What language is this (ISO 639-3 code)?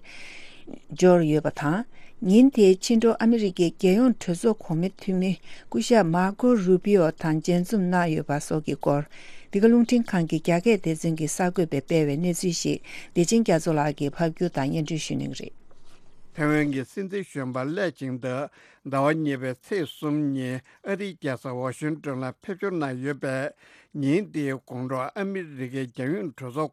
bod